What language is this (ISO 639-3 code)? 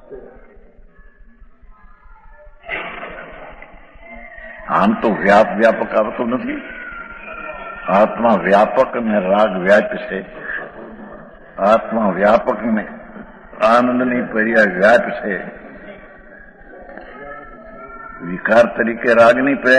guj